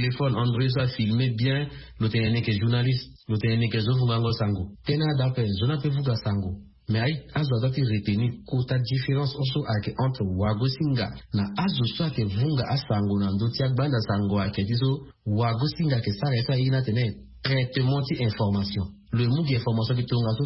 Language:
Sango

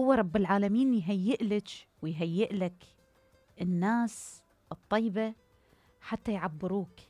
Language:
Mesopotamian Arabic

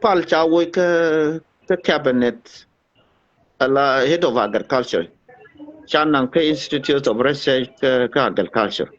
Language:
Nuer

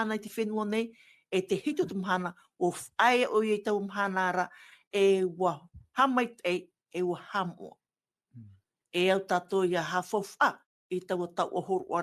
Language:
Tahitian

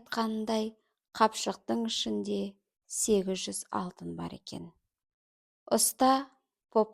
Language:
Kazakh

